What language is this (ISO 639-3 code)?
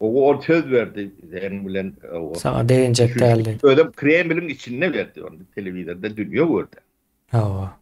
tuk